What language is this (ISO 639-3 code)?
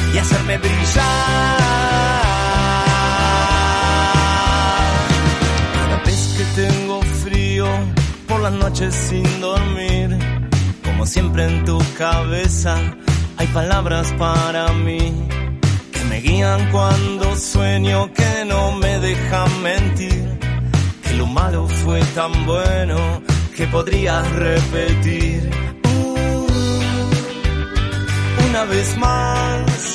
spa